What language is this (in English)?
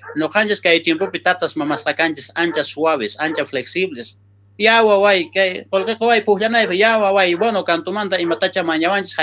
South Bolivian Quechua